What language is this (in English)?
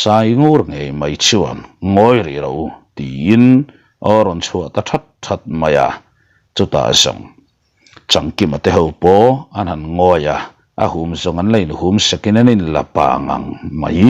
Mizo